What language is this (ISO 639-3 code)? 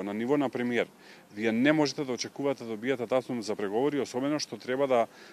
mkd